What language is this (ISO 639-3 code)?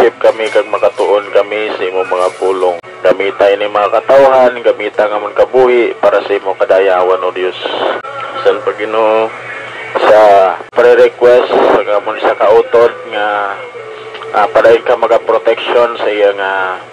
hil